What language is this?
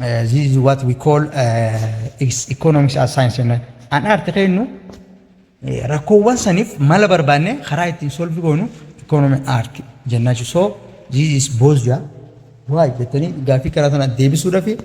Oromo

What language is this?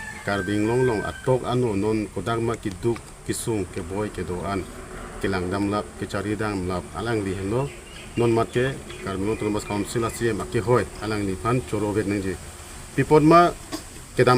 Karbi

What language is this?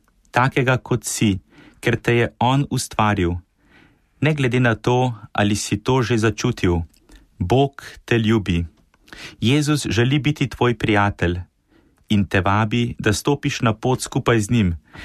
Slovenian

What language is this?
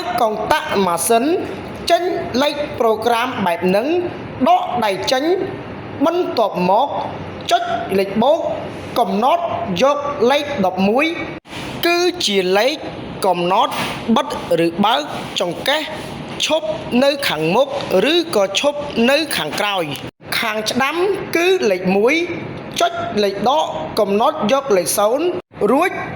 Khmer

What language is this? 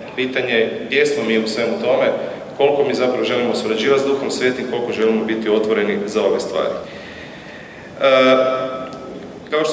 Croatian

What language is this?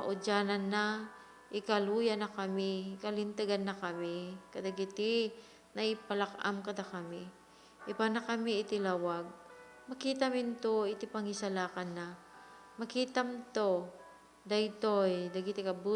Iloko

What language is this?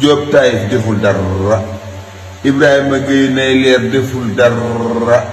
Wolof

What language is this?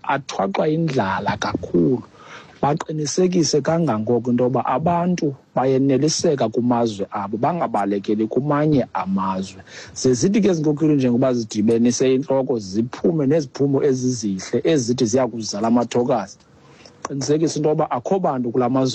Xhosa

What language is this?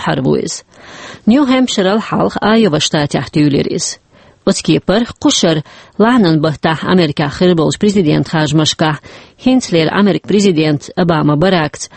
Chechen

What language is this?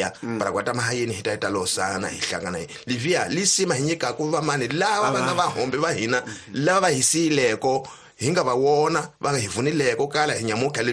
Tsonga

